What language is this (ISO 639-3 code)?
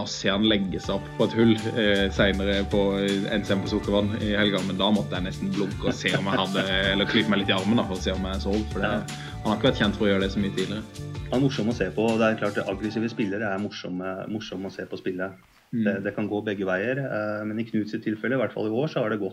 nor